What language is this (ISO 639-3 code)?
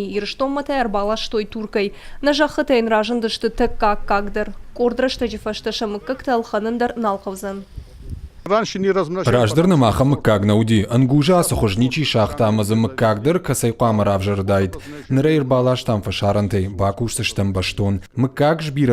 oss